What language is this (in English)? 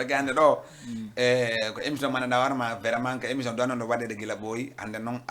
Fula